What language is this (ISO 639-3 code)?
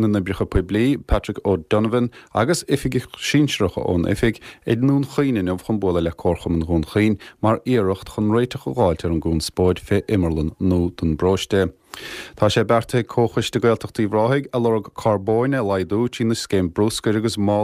gle